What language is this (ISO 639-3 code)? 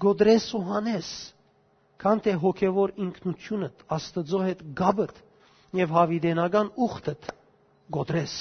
hyw